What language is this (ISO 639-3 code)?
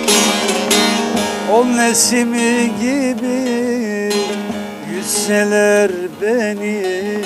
tur